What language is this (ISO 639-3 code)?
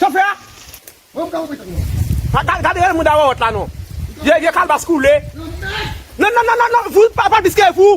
hat